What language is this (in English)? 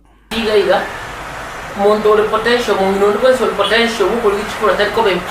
Gusii